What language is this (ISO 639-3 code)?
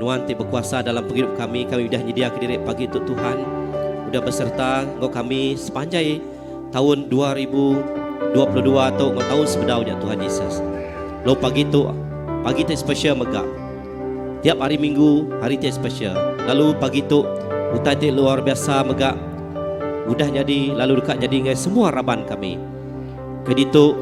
iba